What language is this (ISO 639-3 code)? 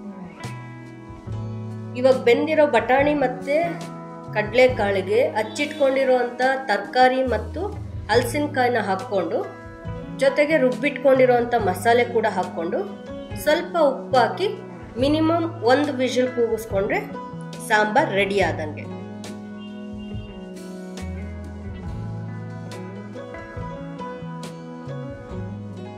kan